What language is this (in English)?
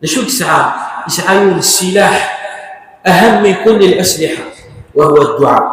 Kabyle